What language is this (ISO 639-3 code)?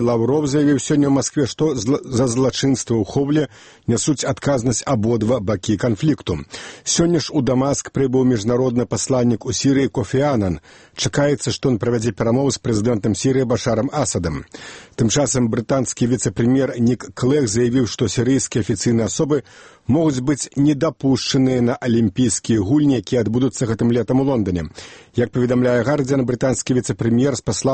bel